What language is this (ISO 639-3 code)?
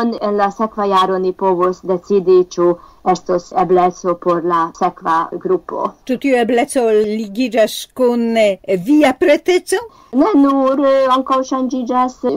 epo